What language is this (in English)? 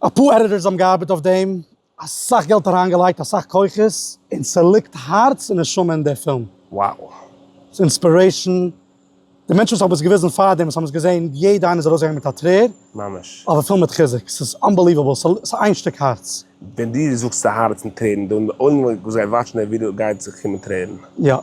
Yiddish